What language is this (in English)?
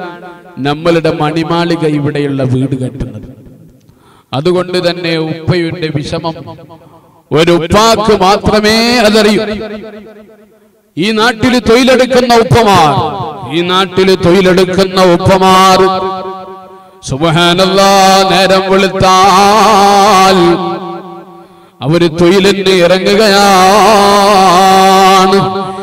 Malayalam